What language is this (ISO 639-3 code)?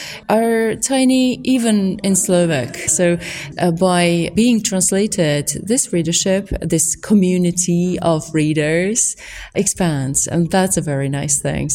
eng